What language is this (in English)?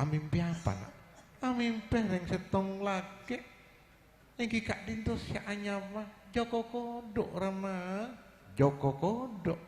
Madurese